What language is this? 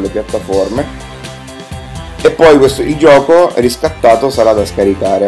Italian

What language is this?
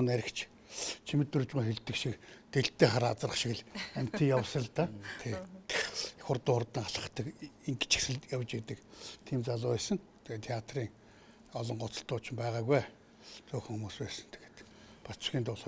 Mongolian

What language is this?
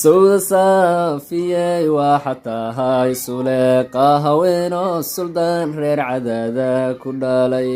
Somali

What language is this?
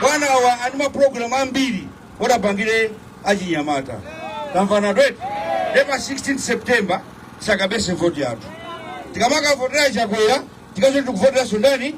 Nyanja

